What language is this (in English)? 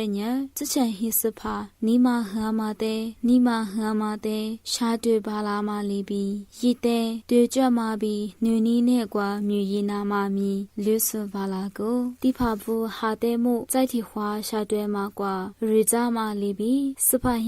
Lisu